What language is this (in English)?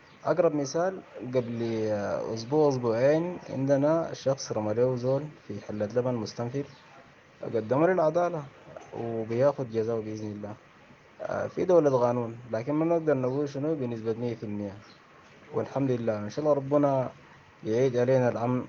Sudanese Arabic